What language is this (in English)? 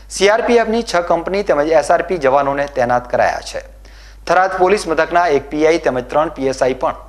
Gujarati